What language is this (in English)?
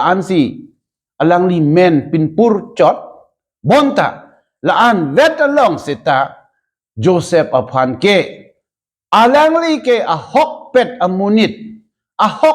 Karbi